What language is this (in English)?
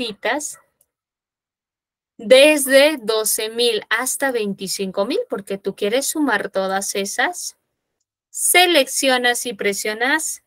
Spanish